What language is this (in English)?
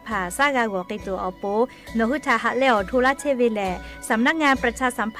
Lahu